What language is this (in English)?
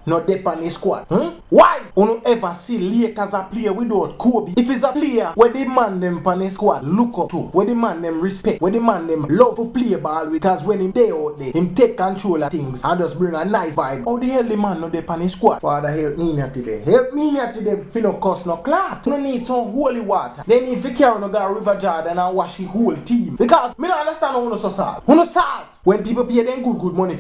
Jamaican Creole English